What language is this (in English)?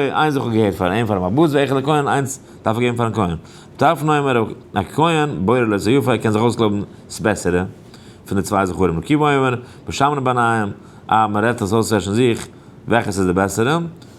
Yiddish